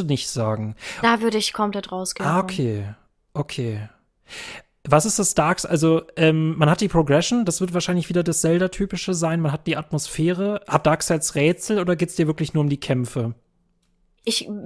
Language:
German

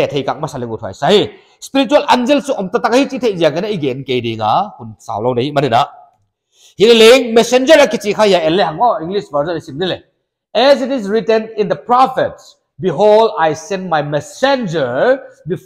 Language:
Paite Chin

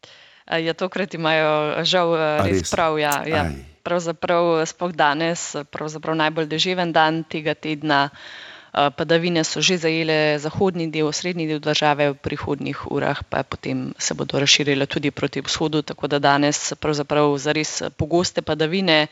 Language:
Slovenian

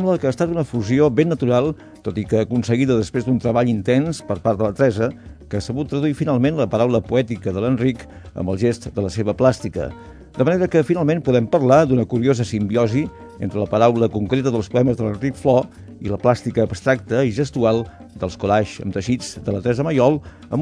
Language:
Catalan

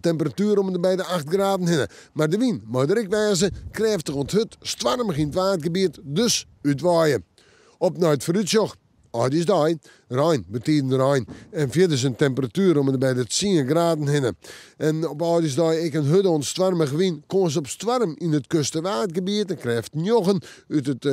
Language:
Western Frisian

